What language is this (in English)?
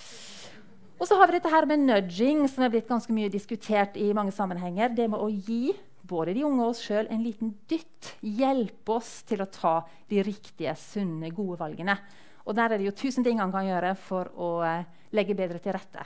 Norwegian